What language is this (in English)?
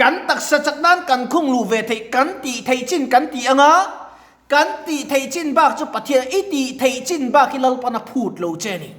Mizo